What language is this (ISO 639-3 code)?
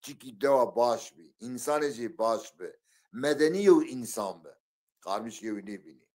zza